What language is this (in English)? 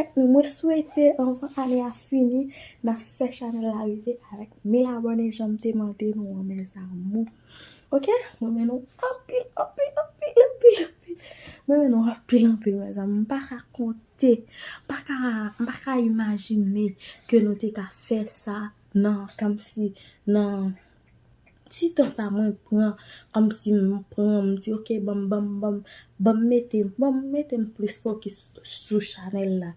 Haitian Creole